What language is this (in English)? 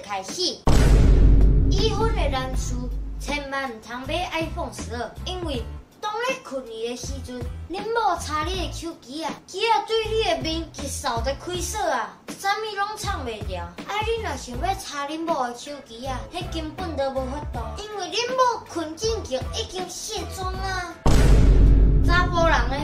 Min Nan Chinese